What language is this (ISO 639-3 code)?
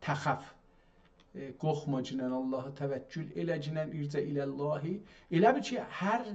azb